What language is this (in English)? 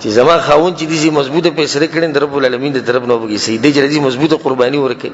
Pashto